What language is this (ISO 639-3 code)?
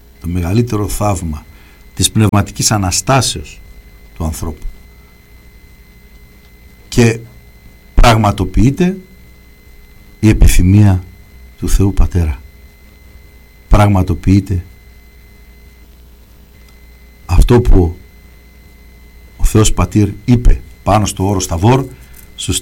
ell